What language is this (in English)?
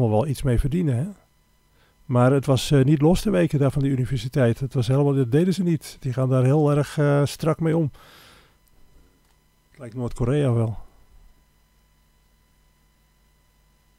Dutch